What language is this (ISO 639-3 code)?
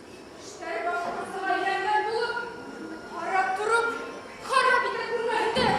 bak